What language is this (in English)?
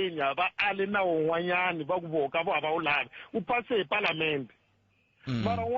Tsonga